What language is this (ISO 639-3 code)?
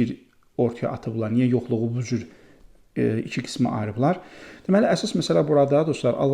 aze